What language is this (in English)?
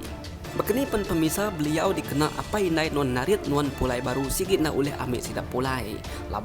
Iban